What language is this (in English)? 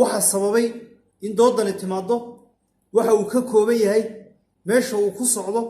Somali